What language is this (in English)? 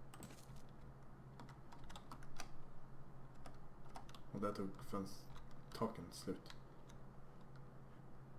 Swedish